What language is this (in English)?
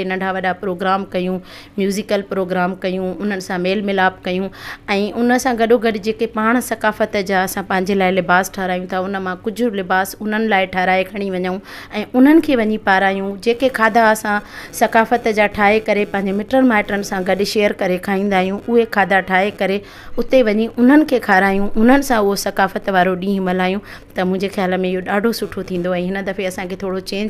Sindhi